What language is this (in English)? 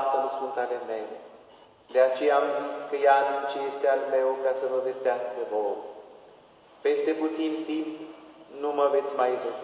Romanian